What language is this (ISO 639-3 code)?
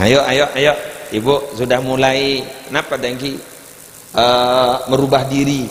mad